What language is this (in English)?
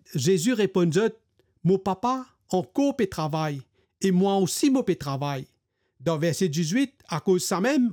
Morisyen